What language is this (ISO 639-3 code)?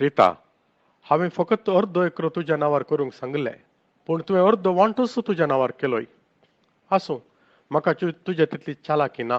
kok